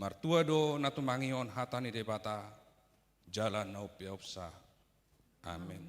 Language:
Batak Toba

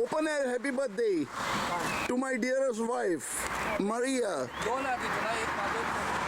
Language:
Konkani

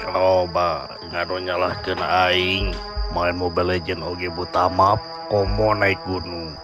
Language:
Sundanese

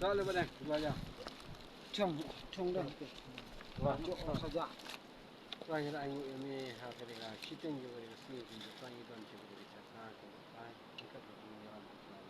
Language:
Khasi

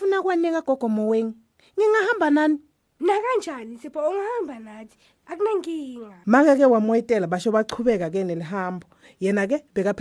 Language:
Swati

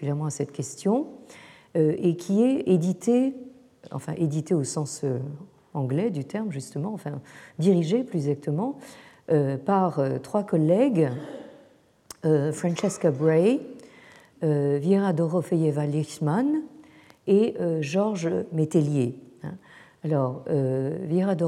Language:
French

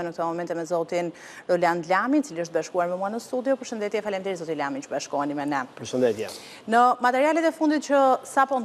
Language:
Albanian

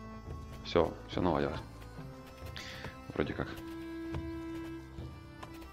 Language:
Russian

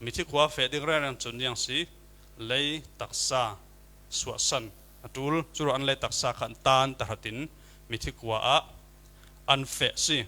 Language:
Falam Chin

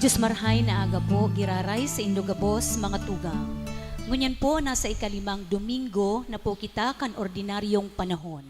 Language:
Bikol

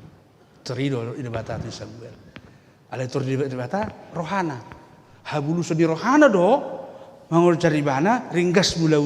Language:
Batak Toba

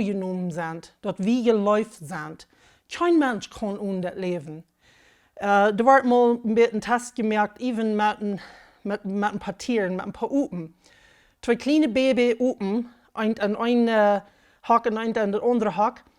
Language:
Plautdietsch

